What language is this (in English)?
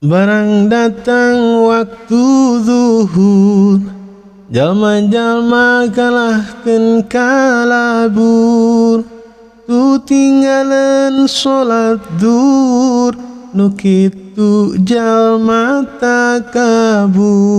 Sundanese